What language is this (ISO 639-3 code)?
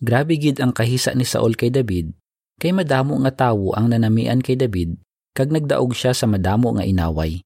hil